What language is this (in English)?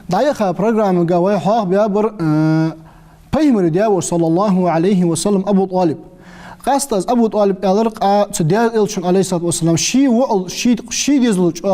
Ingush